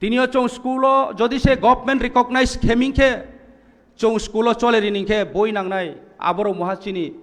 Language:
Kok Borok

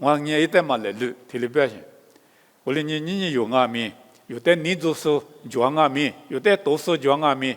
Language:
Lisu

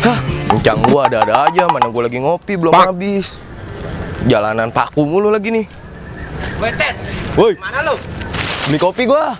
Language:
Betawi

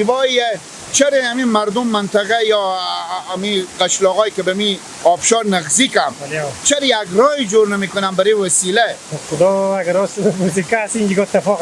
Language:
Persian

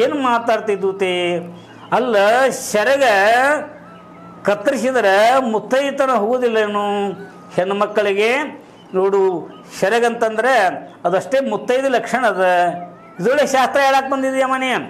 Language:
Kannada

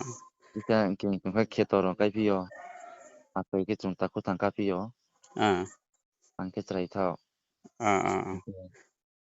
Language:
Riang (India)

